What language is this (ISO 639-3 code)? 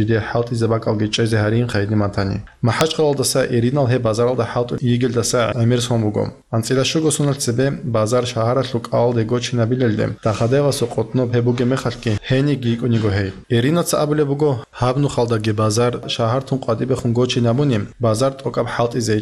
ava